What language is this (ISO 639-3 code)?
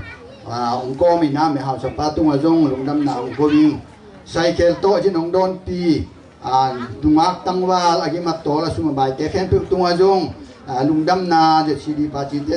ctd